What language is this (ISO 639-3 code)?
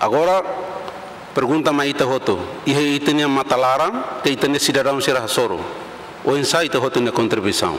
tet